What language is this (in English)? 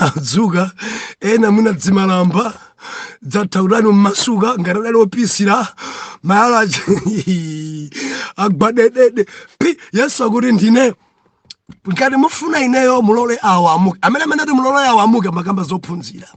Nyanja